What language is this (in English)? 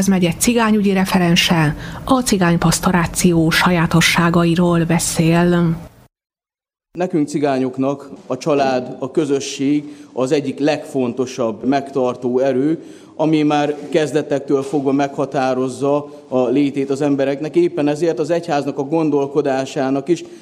Hungarian